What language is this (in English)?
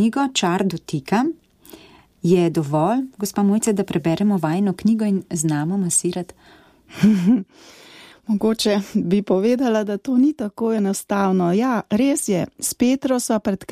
Slovenian